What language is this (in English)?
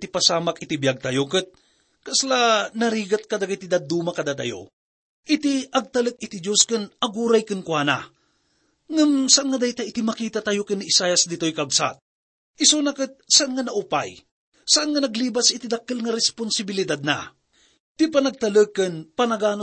Iloko